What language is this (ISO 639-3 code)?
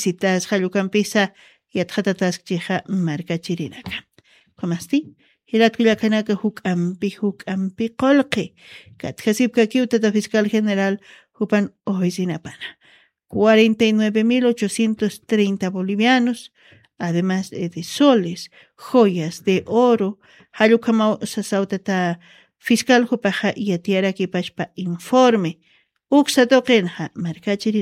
aym